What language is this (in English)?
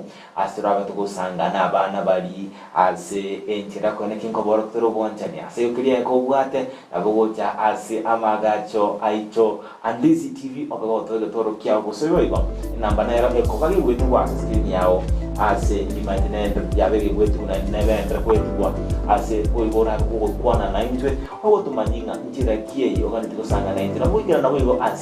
Gusii